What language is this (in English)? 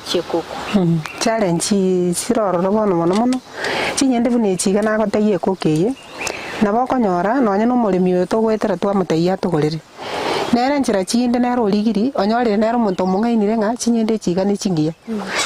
Gusii